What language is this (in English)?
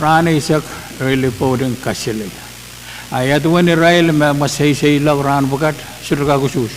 Pohnpeian